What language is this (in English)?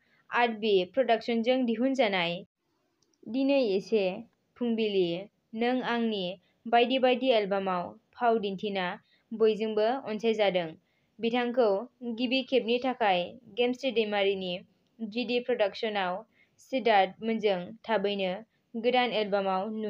Bodo